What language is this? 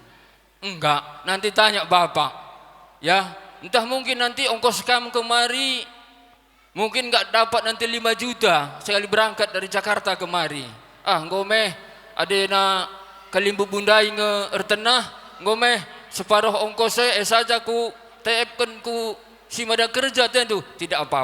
Batak Karo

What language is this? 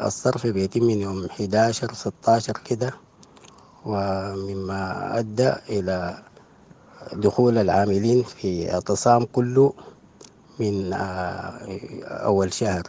Sudanese Arabic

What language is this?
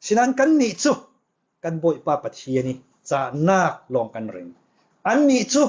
Falam Chin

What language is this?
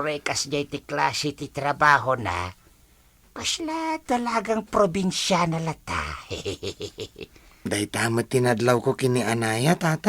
Iloko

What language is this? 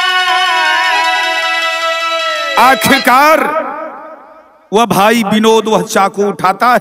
Bhojpuri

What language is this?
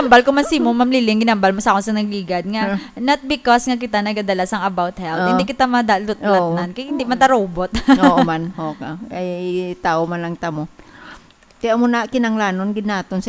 Hiligaynon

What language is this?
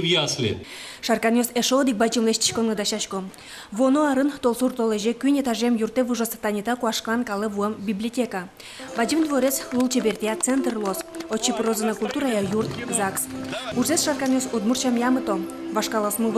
Udmurt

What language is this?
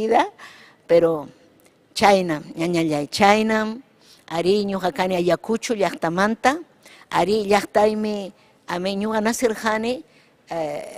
Ayacucho Quechua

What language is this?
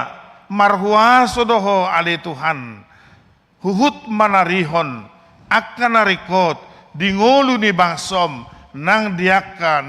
Batak Toba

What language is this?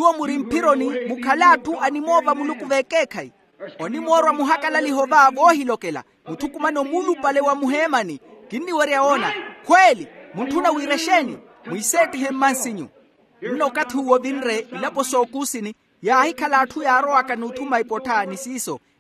Makhuwa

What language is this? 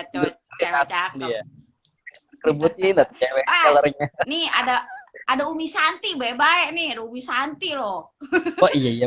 Betawi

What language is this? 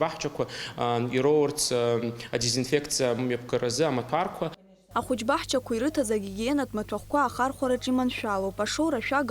Abkhazian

